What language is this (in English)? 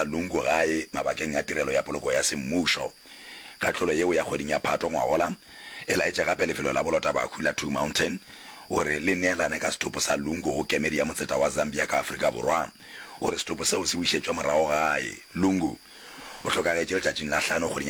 Northern Sotho